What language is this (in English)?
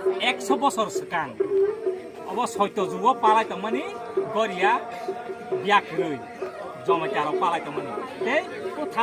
Kok Borok